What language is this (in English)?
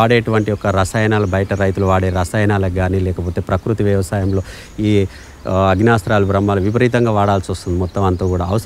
Telugu